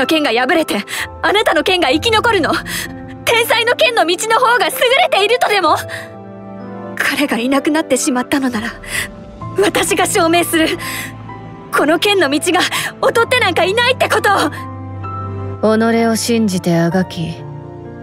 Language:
Japanese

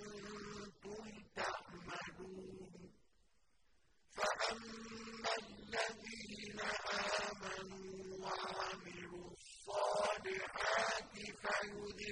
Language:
Arabic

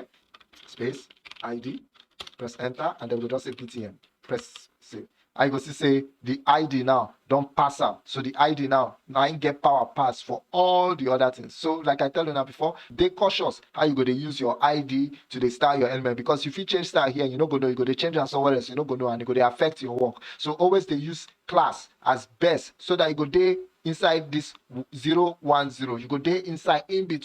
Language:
Nigerian Pidgin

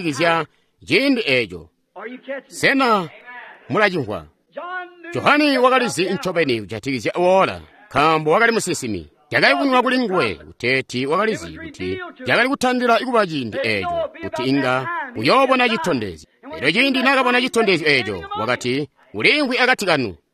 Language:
Tonga (Zambia)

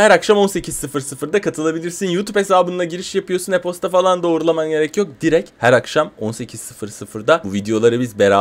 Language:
Turkish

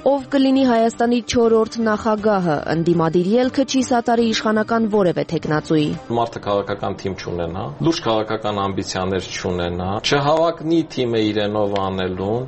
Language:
Armenian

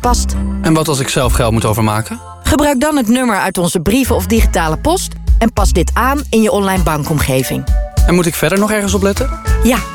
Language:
Dutch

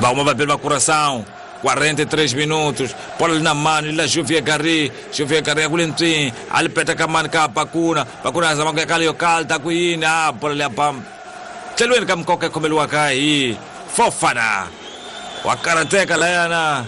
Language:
Tsonga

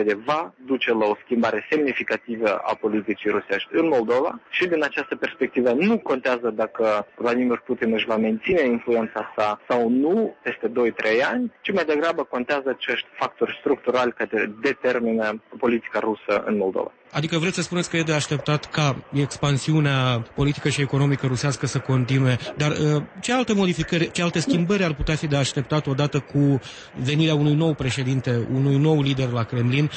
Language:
Romanian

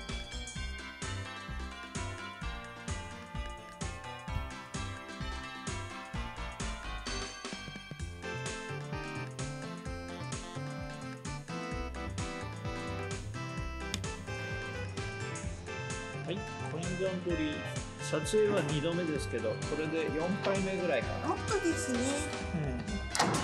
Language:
Japanese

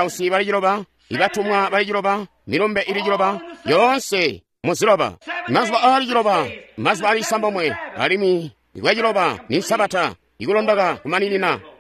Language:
Tonga (Zambia)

